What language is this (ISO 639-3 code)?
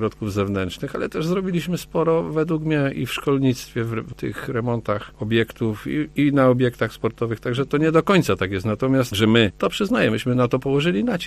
pol